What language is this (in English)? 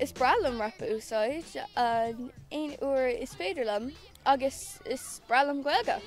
Irish